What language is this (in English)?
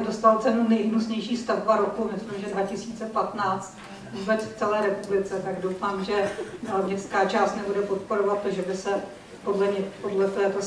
Czech